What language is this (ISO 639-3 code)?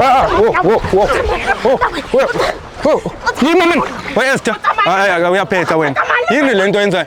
zul